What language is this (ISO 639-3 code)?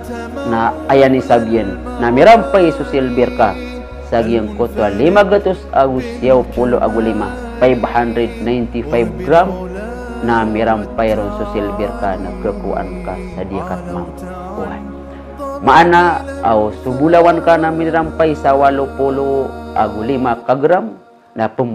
mrw